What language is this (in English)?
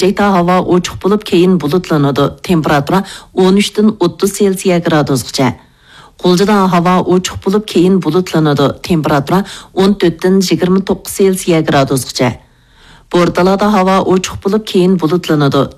Uyghur